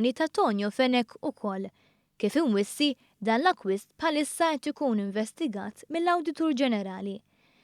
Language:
Maltese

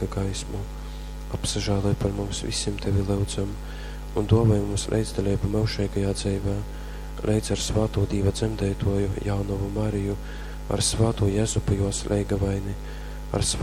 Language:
Latgalian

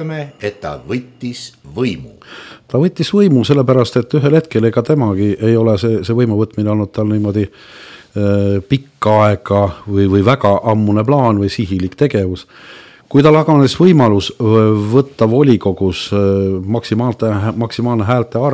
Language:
Estonian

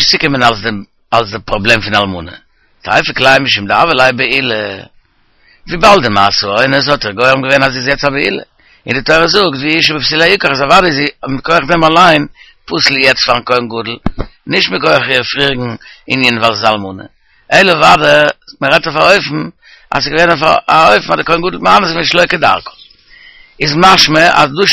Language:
Yiddish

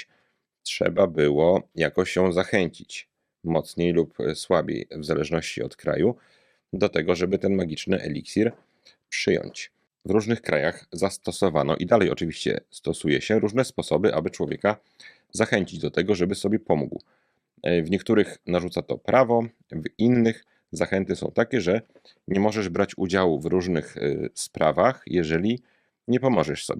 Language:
Polish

